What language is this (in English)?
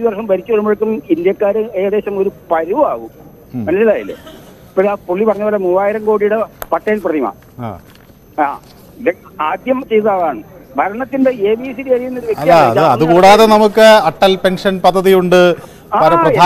Malayalam